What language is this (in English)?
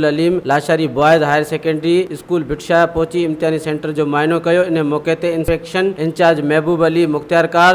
Sindhi